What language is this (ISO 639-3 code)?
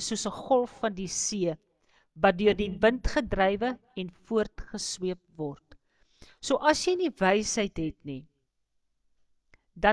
afr